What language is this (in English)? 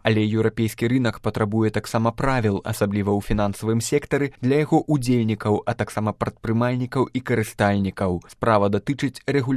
Belarusian